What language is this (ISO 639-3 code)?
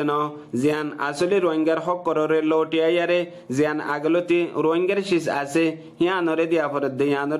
rhg